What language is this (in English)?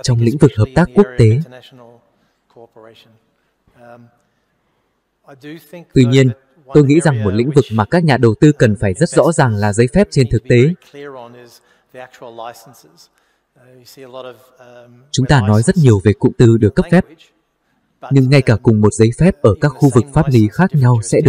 Vietnamese